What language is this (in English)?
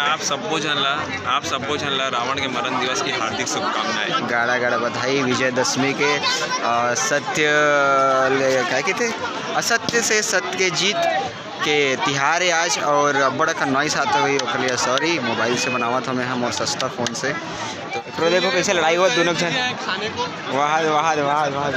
Chhattisgarhi